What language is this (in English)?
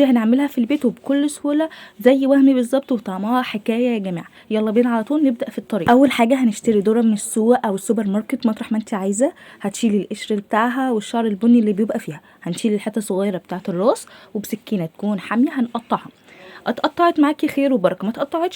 Egyptian Arabic